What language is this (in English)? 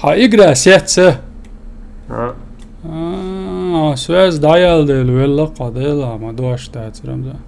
Chechen